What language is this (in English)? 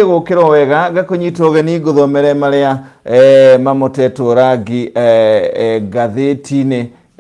Kikuyu